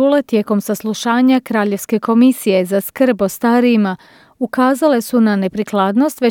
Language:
Croatian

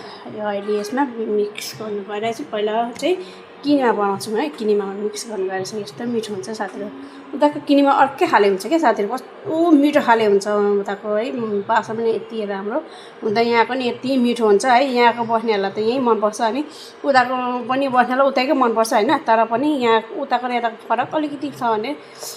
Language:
Nepali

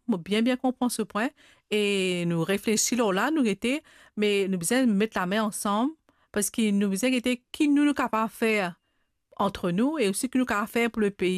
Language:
Morisyen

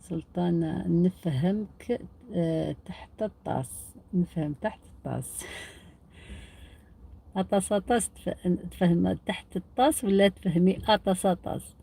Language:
Algerian Arabic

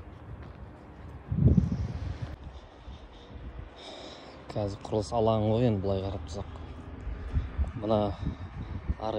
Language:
Kazakh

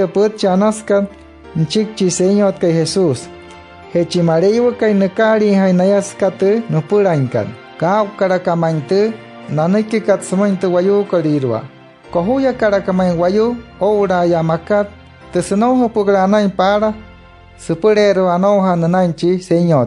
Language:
Wayuu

